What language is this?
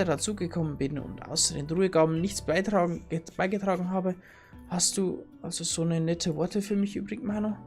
Bavarian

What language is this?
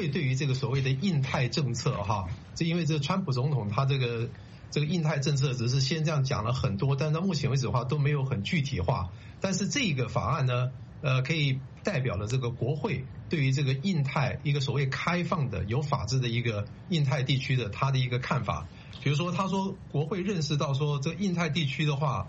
Chinese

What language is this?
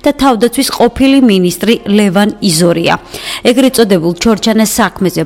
Georgian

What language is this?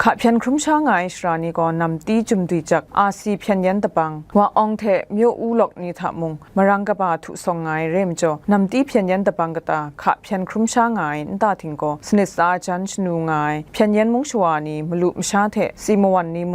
Kachin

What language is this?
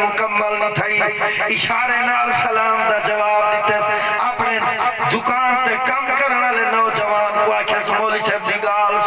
Saraiki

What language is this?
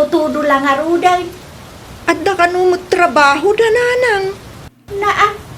Iloko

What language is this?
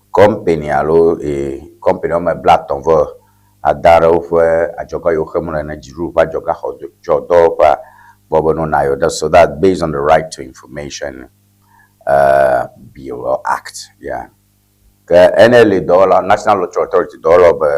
Ewe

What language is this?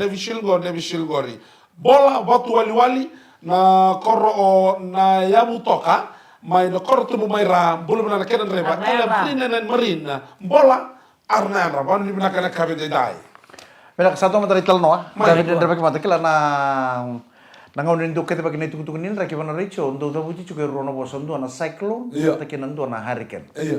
Fijian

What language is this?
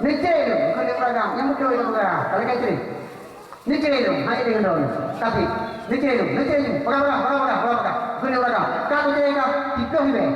Achinese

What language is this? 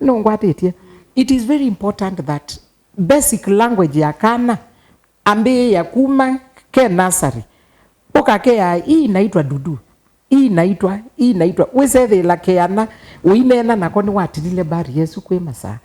Kamba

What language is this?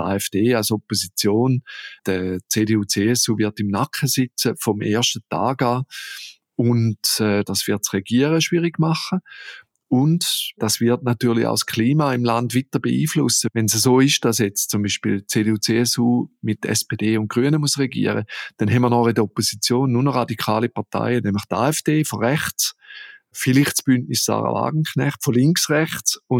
German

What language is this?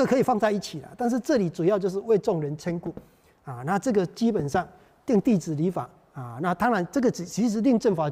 Chinese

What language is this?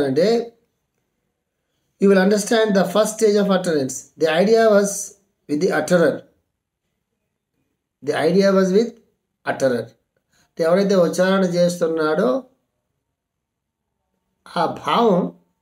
Telugu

